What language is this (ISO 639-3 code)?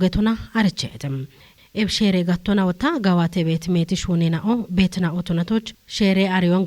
kbr